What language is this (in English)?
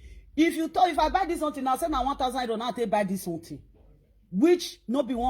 Nigerian Pidgin